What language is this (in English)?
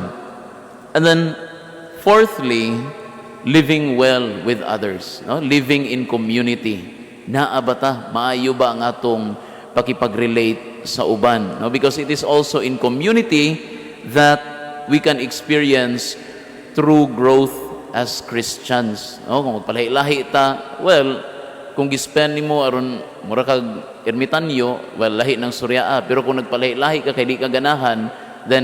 Cebuano